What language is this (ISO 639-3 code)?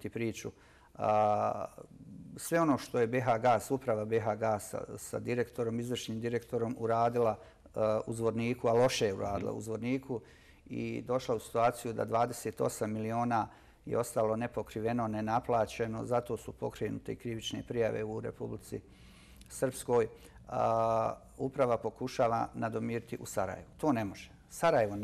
bos